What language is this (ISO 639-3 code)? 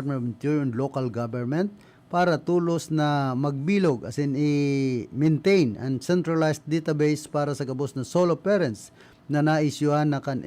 bik